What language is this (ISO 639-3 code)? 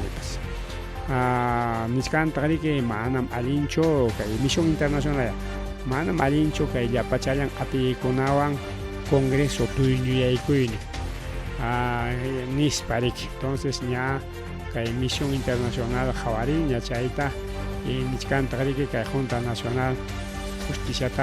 quy